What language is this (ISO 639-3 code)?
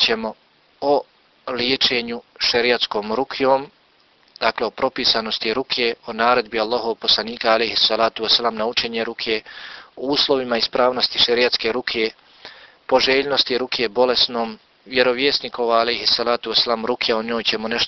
bos